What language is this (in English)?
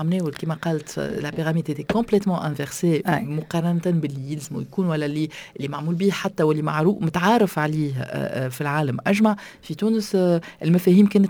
Tunisian Arabic